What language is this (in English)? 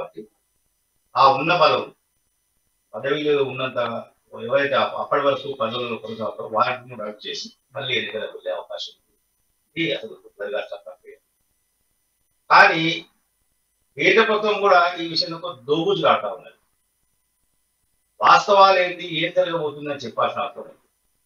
Telugu